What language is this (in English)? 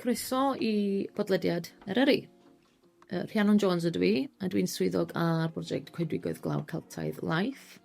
Welsh